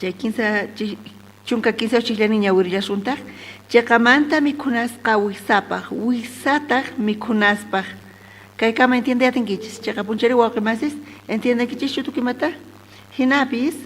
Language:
South Bolivian Quechua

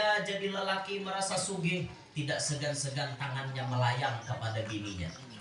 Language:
Banjar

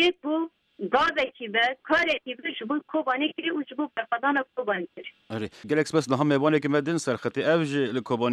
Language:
Kurdish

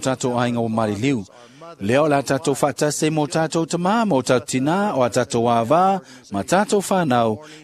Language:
Samoan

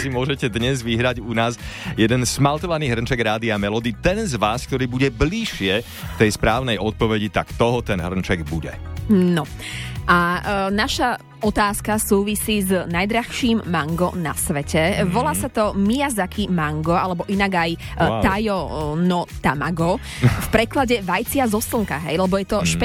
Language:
Slovak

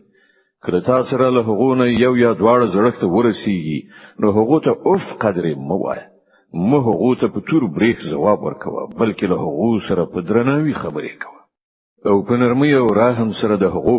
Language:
Pashto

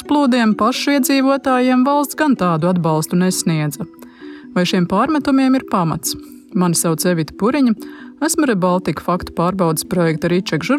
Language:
Latvian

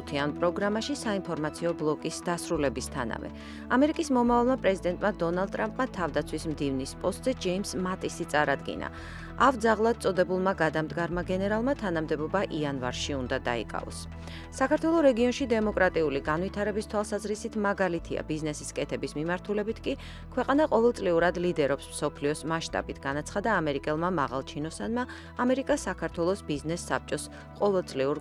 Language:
Georgian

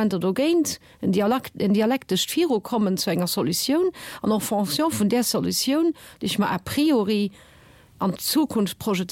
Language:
Luxembourgish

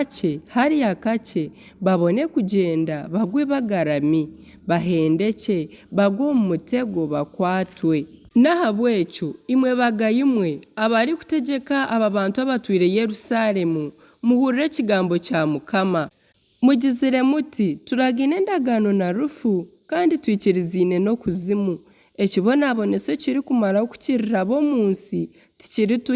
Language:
Nyankole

